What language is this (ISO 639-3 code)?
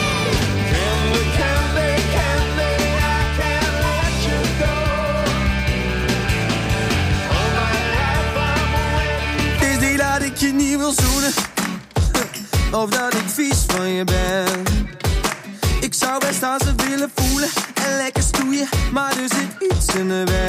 nld